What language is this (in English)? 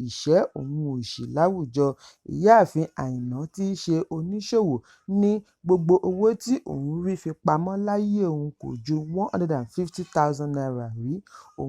Yoruba